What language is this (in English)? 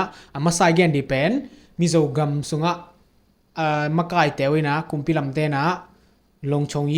Tedim Chin